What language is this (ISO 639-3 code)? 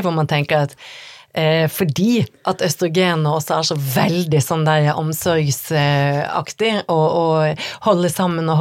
nor